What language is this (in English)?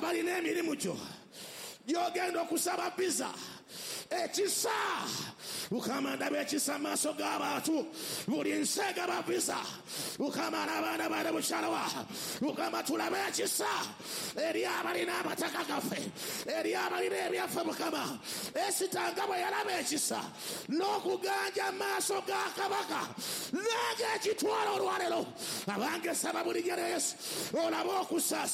Ganda